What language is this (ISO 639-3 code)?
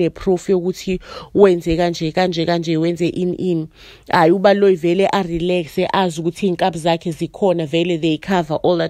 zul